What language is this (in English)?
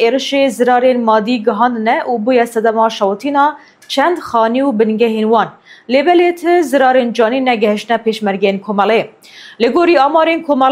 Kurdish